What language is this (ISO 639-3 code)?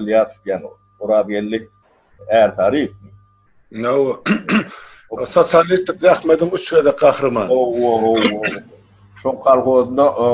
tuk